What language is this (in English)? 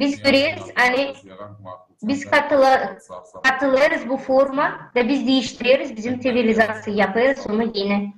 Gagauz